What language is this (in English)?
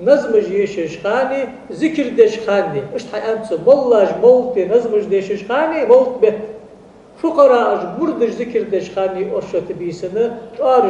Ingush